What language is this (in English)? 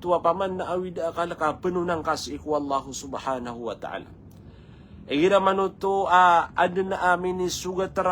Maranao